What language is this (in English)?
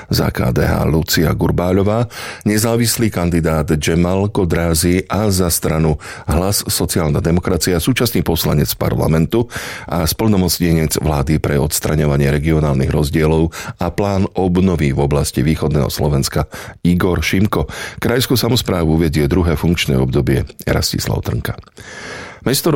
Slovak